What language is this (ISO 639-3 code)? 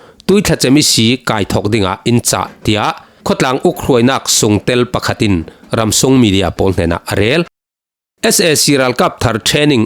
cfm